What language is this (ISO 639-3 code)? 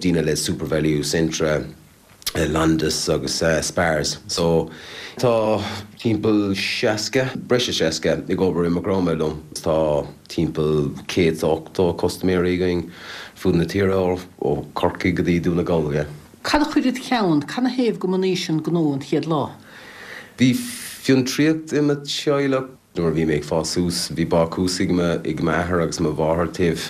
gle